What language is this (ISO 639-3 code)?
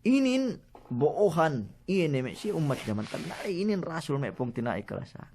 yka